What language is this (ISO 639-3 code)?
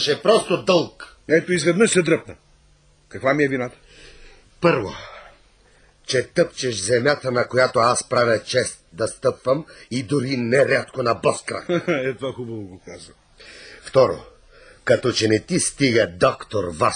bul